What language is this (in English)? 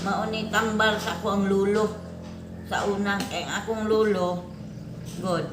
Cebuano